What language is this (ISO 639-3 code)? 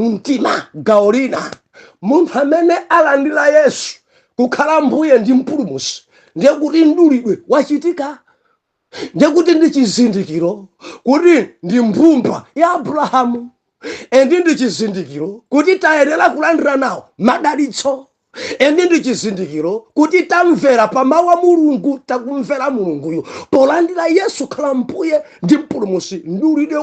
nya